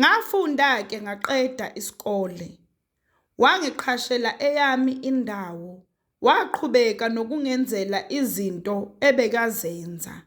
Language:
Zulu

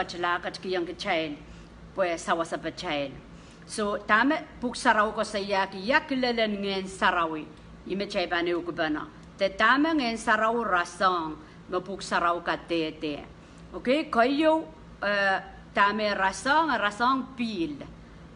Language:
Pohnpeian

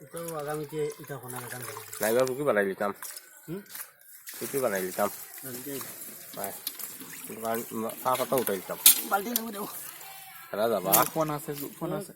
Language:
Sylheti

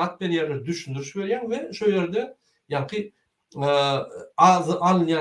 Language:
Turkmen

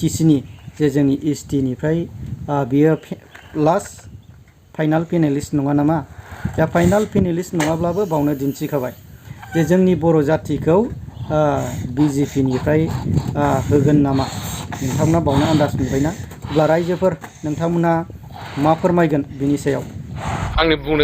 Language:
Bodo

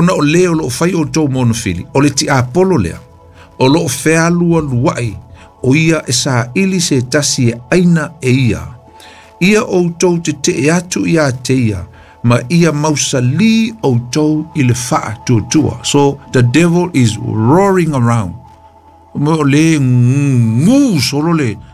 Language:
Samoan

